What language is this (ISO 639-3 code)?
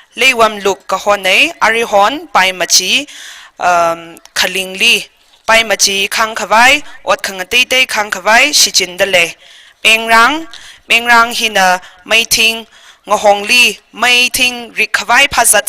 nmf